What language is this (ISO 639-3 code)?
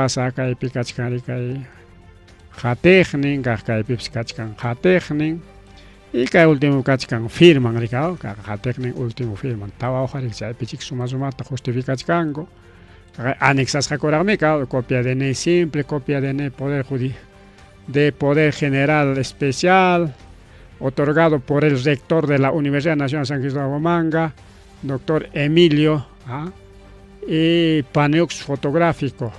quy